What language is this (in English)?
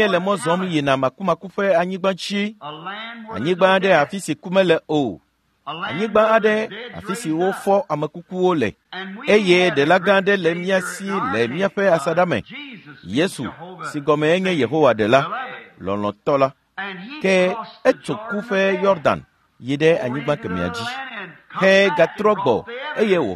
Ewe